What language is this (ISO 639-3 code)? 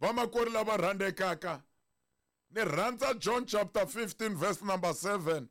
tso